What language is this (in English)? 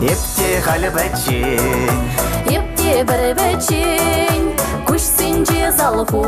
Chuvash